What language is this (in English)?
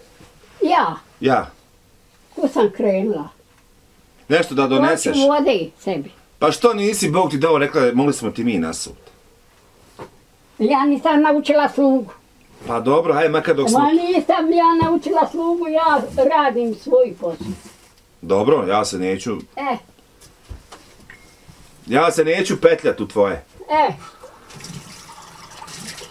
Bosnian